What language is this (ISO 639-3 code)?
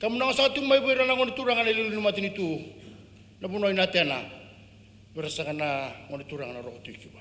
fij